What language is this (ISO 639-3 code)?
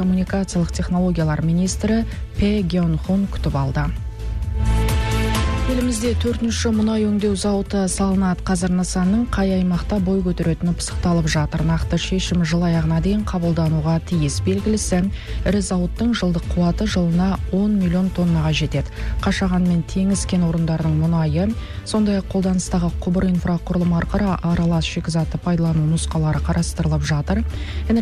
kaz